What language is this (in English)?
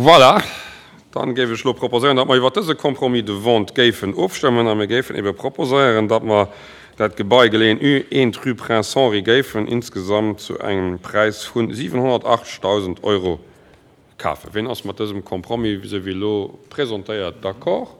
Luxembourgish